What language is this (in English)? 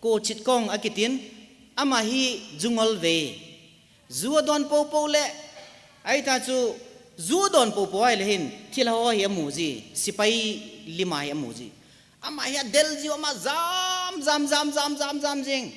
Thado Chin